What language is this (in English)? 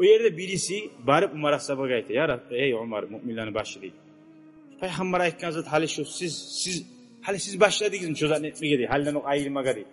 Kumyk